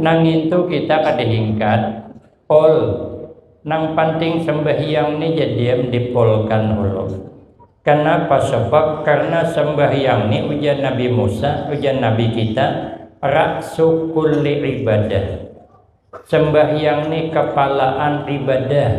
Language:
Banjar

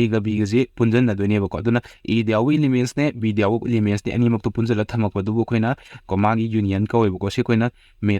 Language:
Manipuri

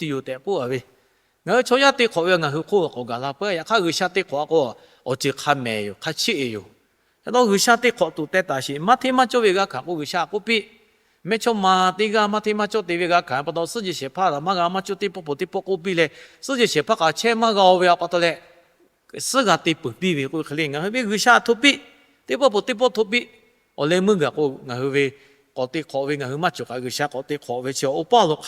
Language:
Lahu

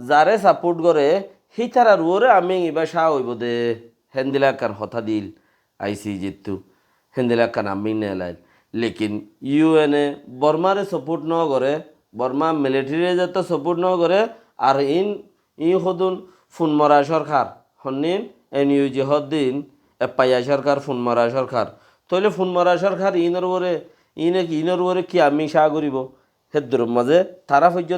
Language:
Rohingya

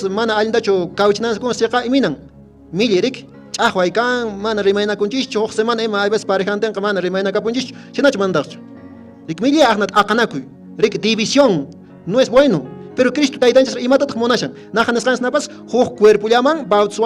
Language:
Quechua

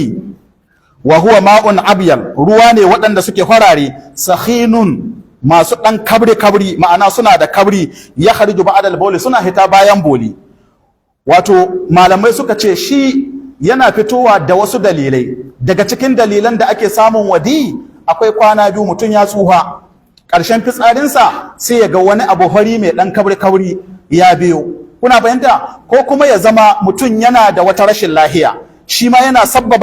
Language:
Hausa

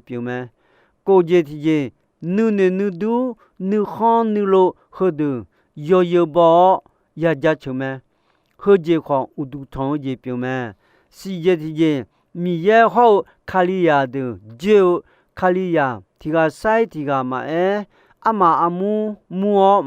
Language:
Akha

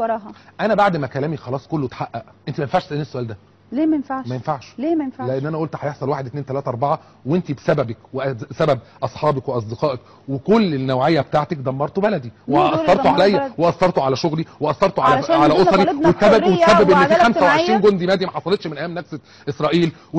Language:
Egyptian Arabic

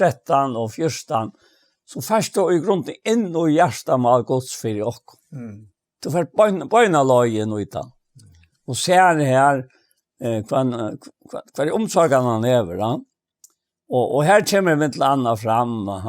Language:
Faroese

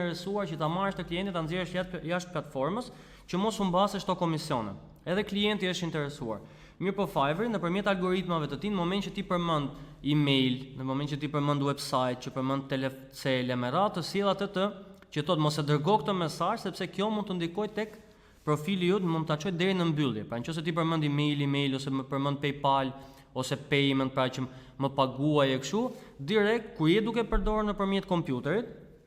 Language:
Albanian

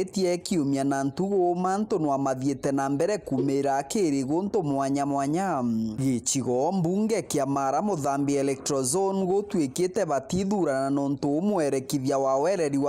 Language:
Meru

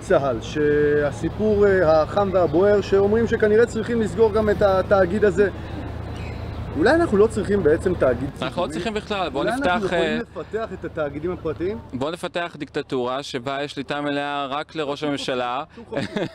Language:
Hebrew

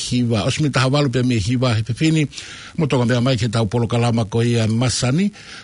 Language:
Tongan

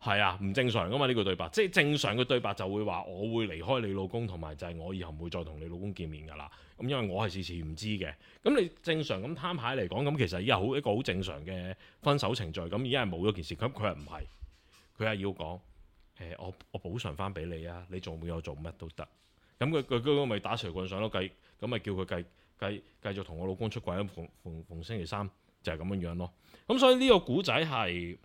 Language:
Cantonese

